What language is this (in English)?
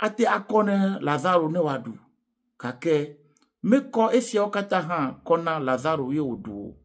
Ewe